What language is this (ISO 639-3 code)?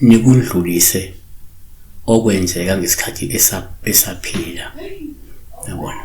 zul